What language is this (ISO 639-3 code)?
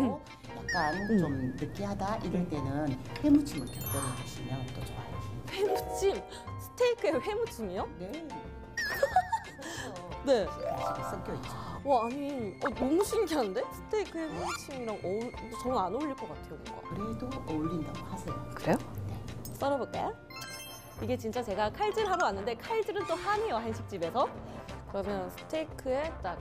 kor